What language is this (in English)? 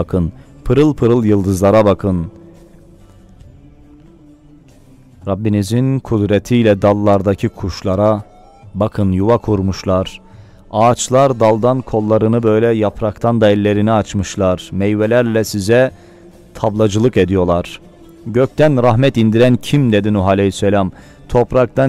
Turkish